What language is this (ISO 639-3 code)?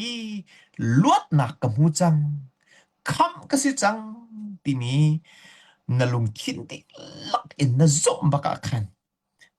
cnh